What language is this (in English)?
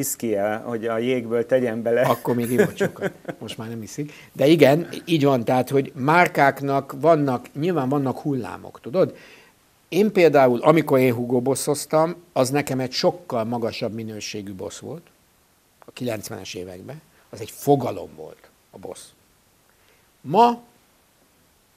Hungarian